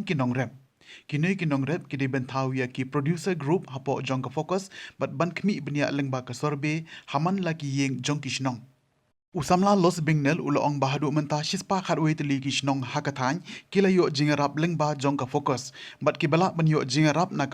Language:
Khasi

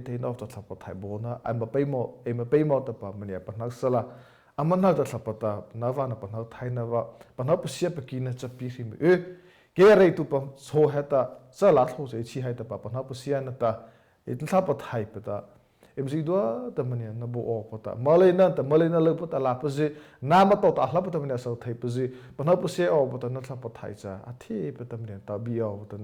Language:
Mara Chin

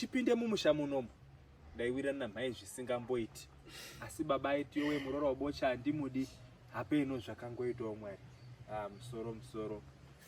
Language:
Shona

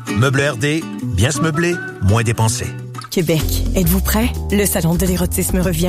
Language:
French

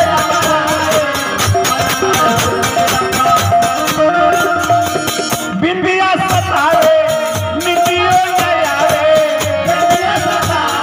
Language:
Bhojpuri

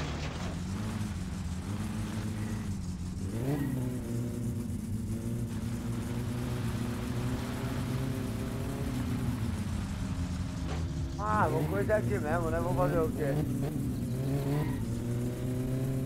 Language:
Portuguese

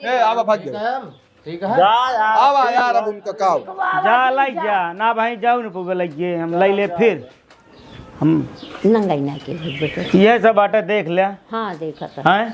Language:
Awadhi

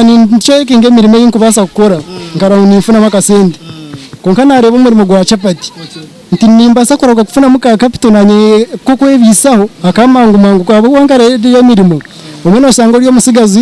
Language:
Nyankole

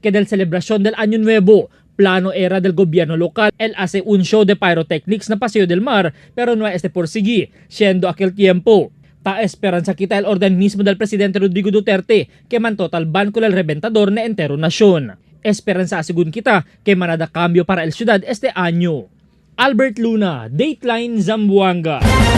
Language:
Chavacano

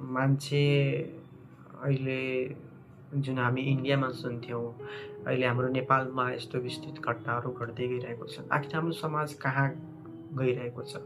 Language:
Nepali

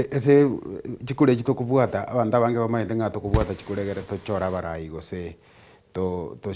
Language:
Gusii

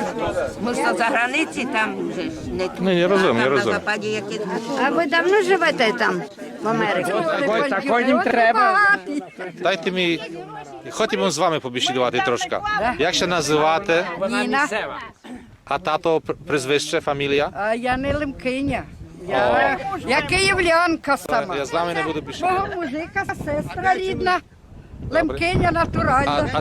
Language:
Rusyn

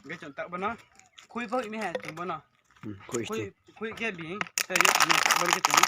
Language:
Riang (India)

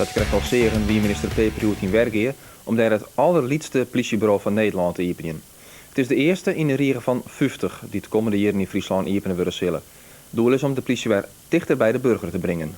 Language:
Western Frisian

